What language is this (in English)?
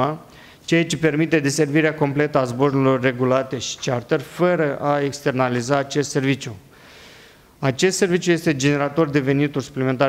Romanian